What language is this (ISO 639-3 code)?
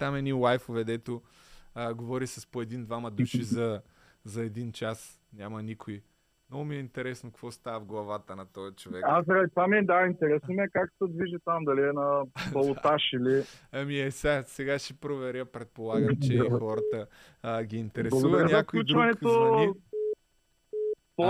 bul